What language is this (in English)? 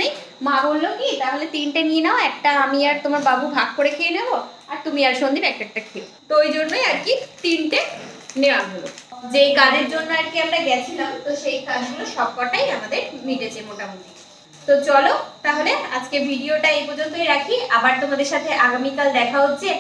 Bangla